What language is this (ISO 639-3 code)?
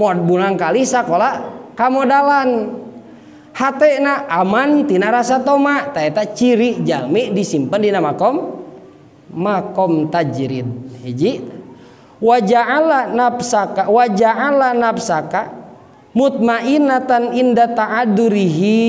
sun